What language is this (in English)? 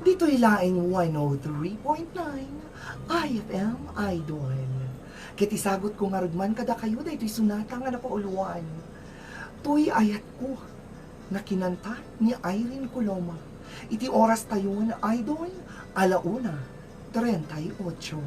Iloko